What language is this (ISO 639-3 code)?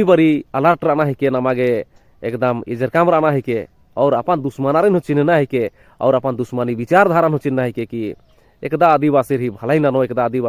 kru